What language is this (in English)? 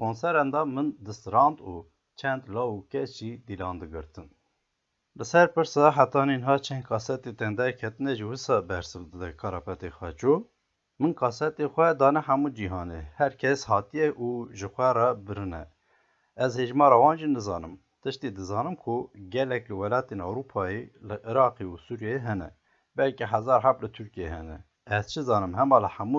Kurdish